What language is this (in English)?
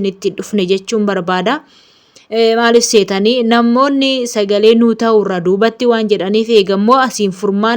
Oromo